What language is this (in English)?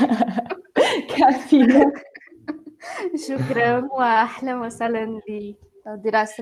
Portuguese